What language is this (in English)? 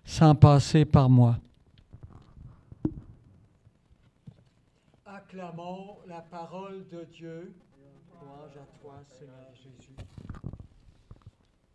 French